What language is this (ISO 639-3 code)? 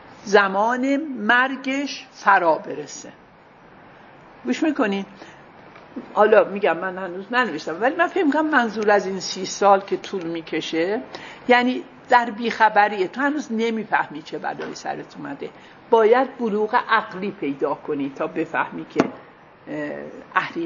fas